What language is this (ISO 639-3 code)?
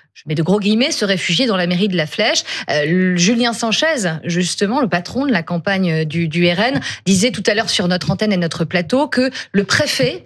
fra